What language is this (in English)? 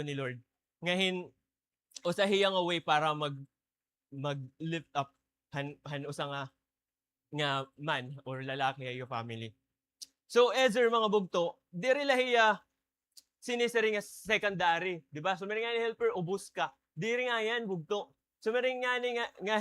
Waray